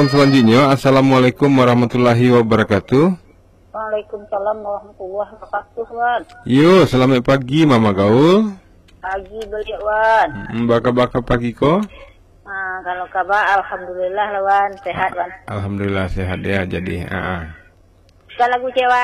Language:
Minangkabau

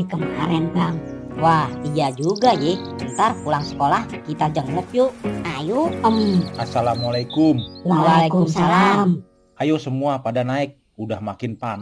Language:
Betawi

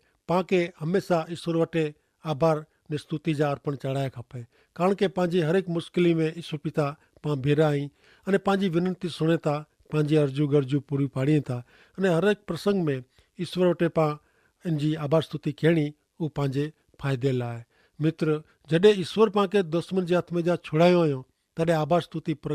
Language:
Kachhi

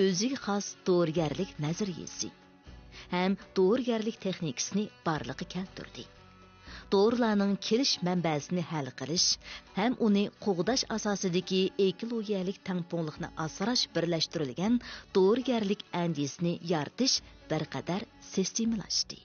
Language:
Uyghur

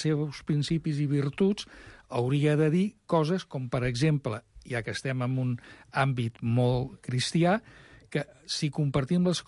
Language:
Catalan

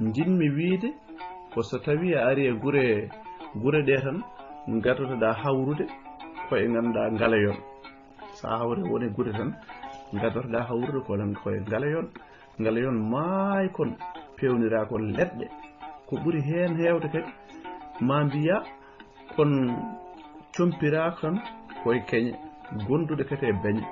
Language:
Fula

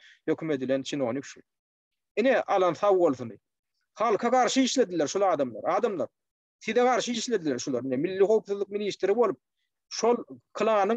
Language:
Turkmen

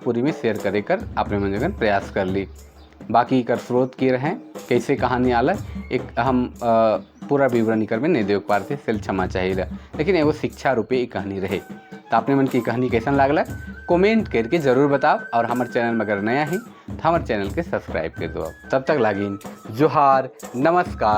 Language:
Sadri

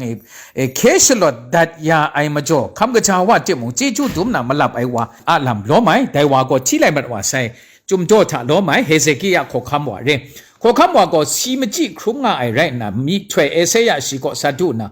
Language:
Kachin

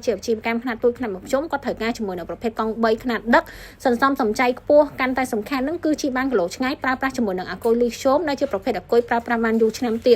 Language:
Khmer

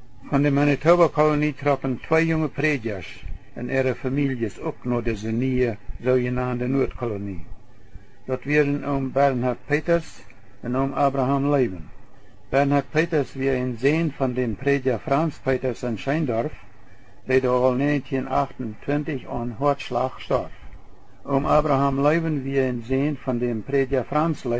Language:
Plautdietsch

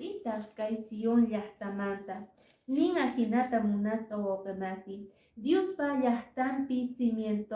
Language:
Quechua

